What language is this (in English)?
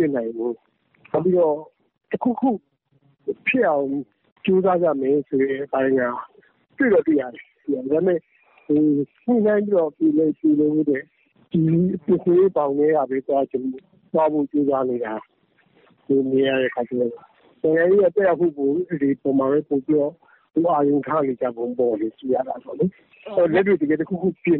Burmese